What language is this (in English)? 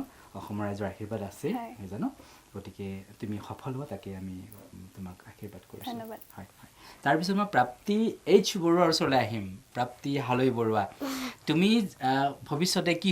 Assamese